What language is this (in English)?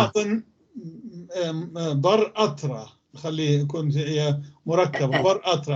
North Levantine Arabic